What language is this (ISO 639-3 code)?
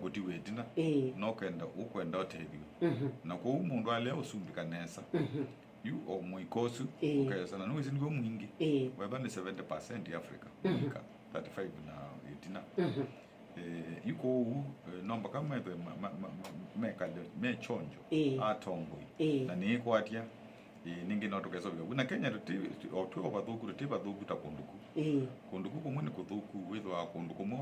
kam